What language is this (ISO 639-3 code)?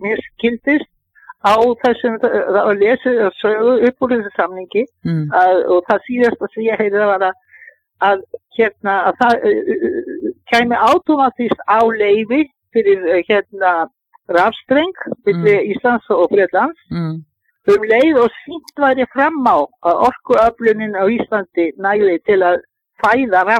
isl